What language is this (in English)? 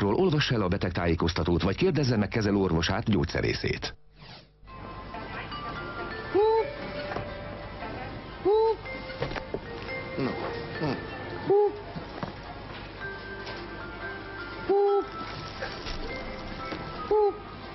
Hungarian